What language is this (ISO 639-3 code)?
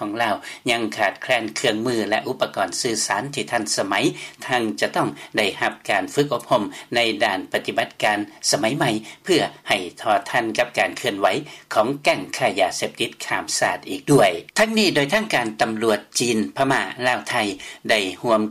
lao